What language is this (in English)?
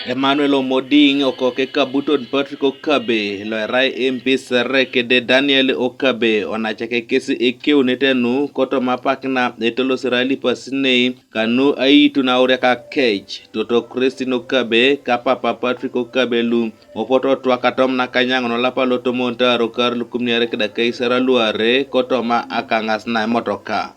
Teso